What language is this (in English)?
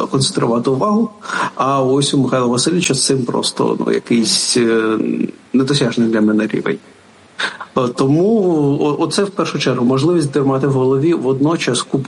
Ukrainian